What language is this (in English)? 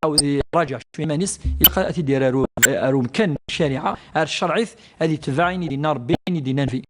Kabyle